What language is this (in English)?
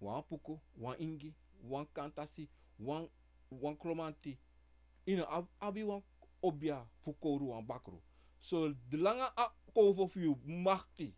Sranan Tongo